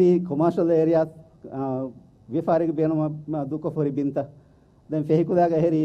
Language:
Divehi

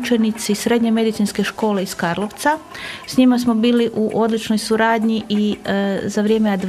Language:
Croatian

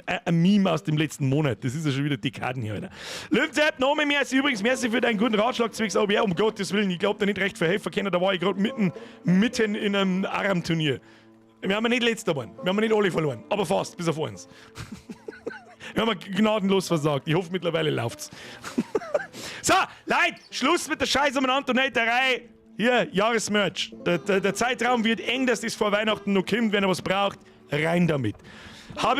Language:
Bavarian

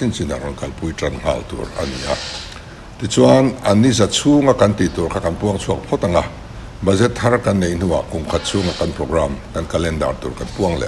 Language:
Mizo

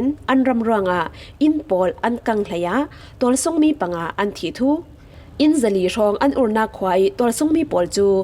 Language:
Falam Chin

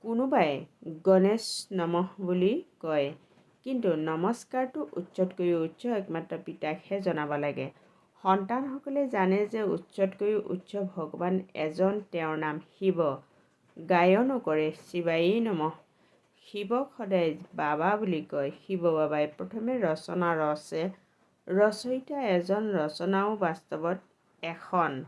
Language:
Assamese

